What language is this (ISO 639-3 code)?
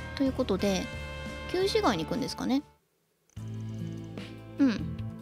jpn